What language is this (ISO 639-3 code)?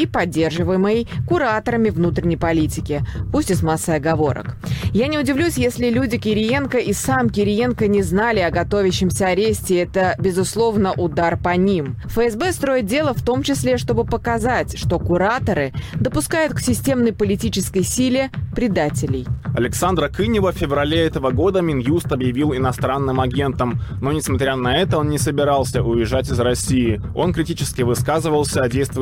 rus